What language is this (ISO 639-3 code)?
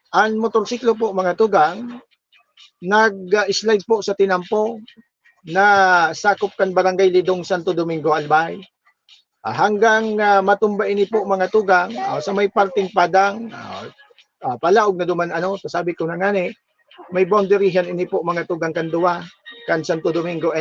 bik